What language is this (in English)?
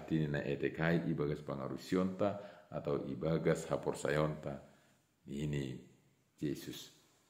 Batak Simalungun